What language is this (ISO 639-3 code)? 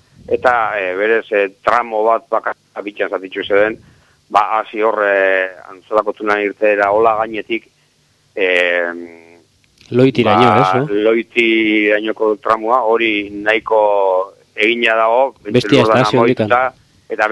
eus